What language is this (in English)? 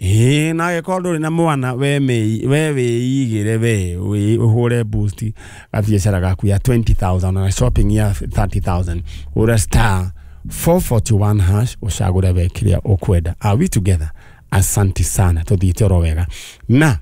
Kikuyu